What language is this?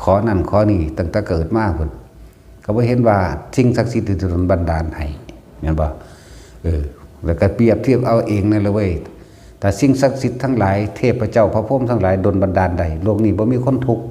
Northeastern Thai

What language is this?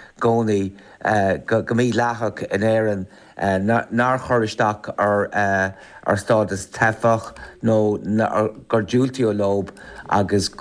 Irish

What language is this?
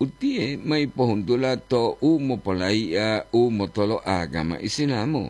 Gorontalo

